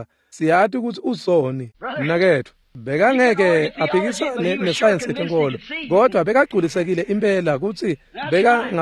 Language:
Swati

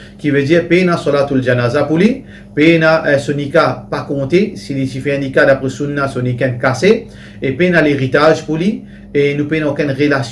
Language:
Morisyen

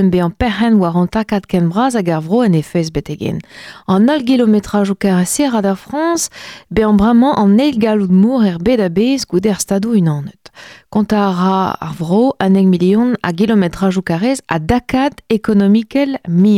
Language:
Breton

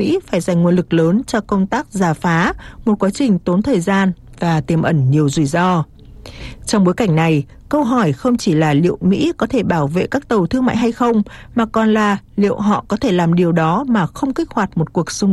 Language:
Vietnamese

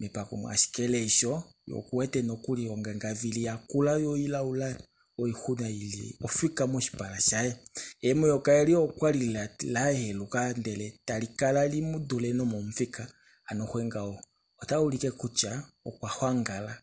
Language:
Kuanyama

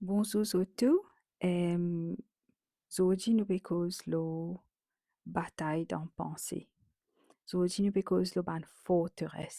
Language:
Morisyen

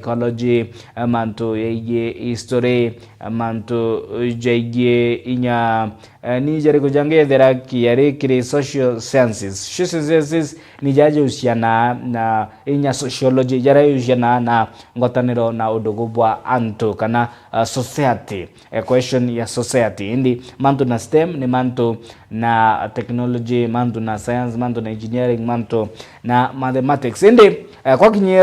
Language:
Meru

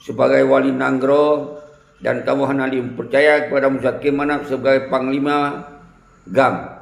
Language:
Achinese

